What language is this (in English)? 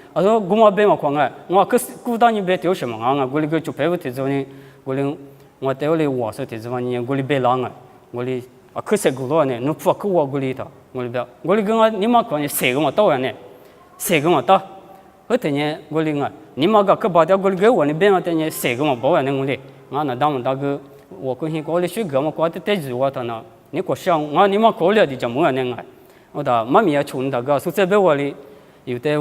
Lisu